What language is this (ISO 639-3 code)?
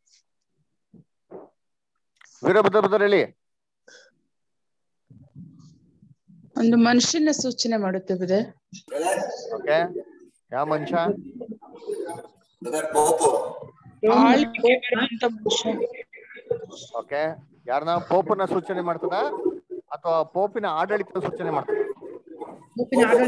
kan